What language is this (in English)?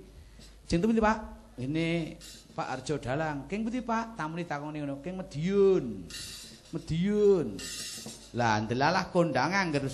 Javanese